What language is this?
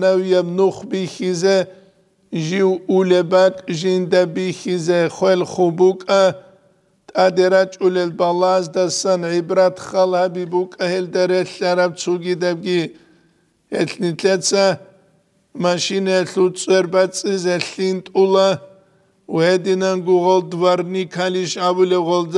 Avaric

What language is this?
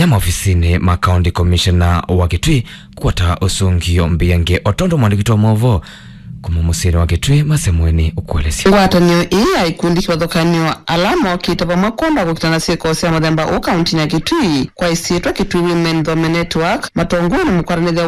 Kamba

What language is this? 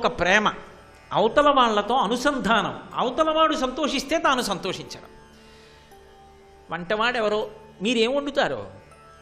Telugu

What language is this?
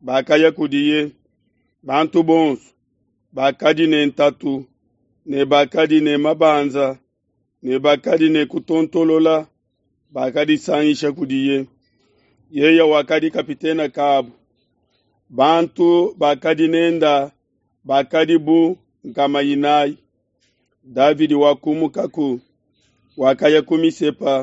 Luba-Lulua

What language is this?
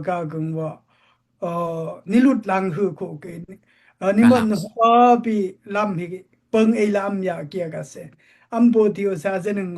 Daai Chin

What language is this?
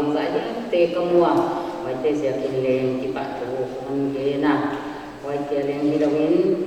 Paite Chin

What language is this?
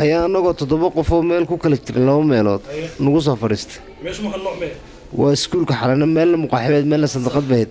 Somali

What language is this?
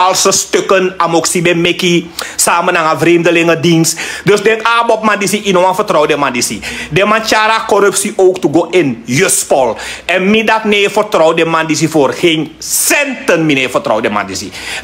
Sranan Tongo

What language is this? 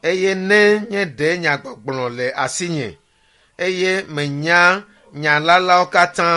Ewe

